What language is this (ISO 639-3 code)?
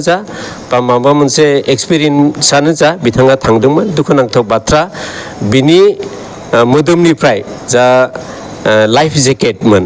brx